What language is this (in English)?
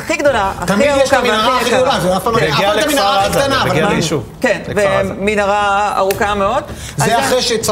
Hebrew